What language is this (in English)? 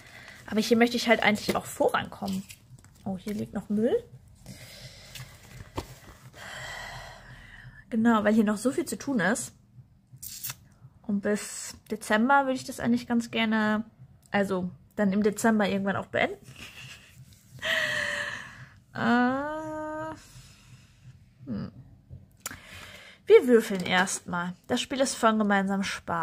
German